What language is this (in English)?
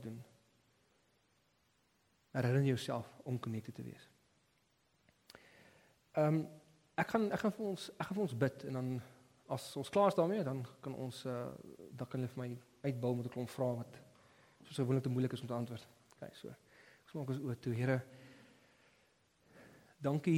Afrikaans